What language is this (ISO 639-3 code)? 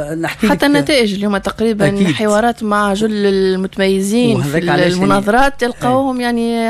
aeb